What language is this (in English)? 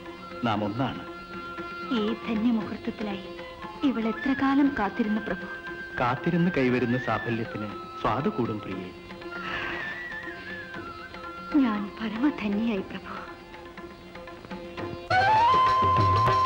Malayalam